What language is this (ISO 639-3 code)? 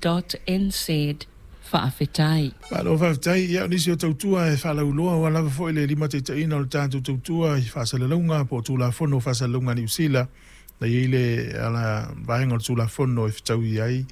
smo